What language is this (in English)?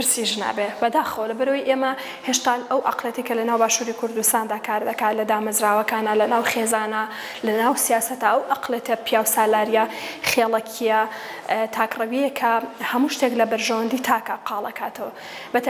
Central Kurdish